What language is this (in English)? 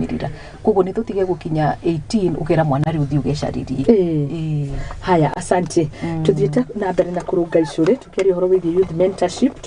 Kikuyu